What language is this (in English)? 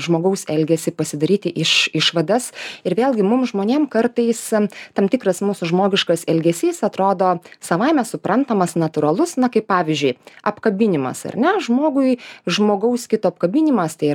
Lithuanian